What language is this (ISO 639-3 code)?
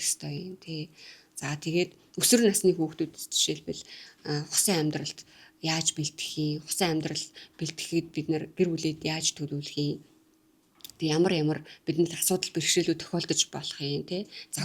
mon